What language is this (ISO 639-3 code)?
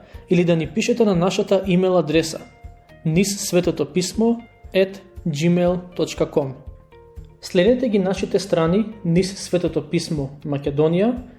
mkd